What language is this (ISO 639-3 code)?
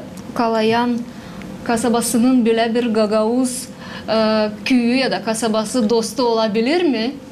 gag